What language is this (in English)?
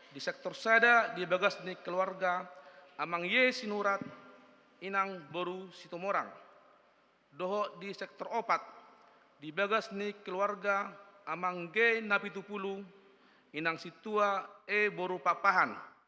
Batak Toba